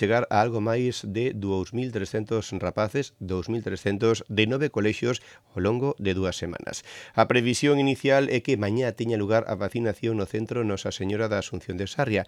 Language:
Galician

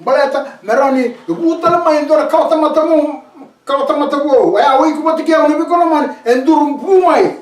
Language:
Fijian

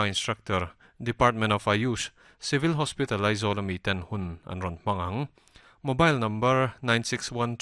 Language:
Mizo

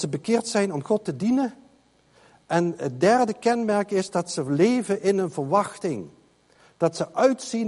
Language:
Dutch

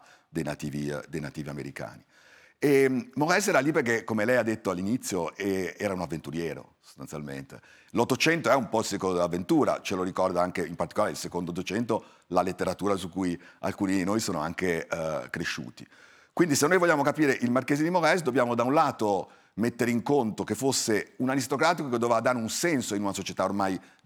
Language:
Italian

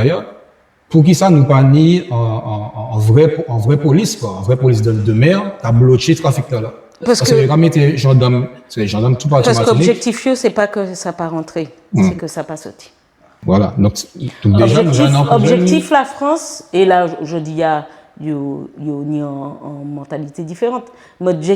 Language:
Guadeloupean Creole French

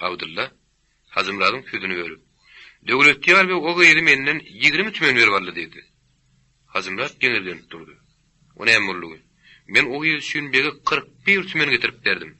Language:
Turkmen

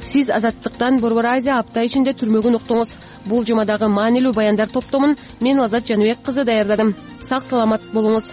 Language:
Kyrgyz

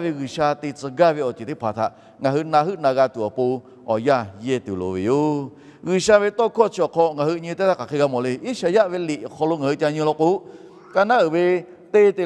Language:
Lahu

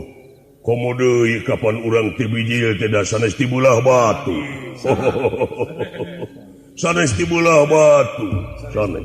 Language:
Sundanese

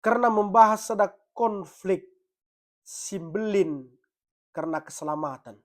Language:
Batak Karo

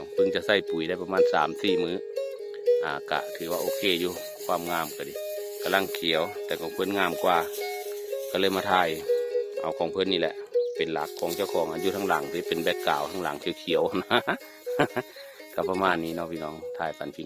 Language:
Northeastern Thai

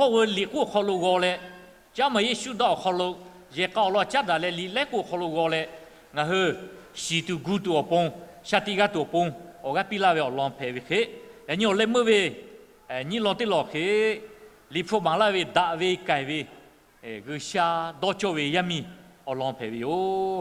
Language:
Lahu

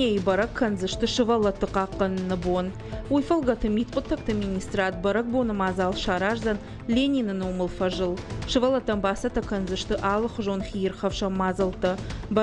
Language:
Ossetic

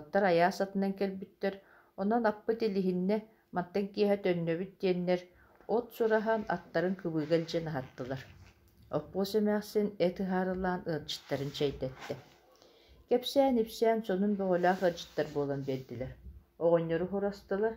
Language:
Yakut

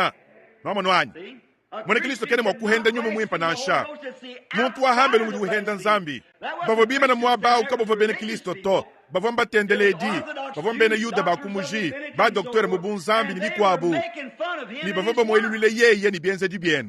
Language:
Luba-Lulua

